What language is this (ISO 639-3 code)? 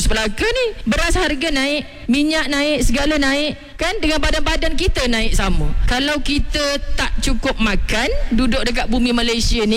msa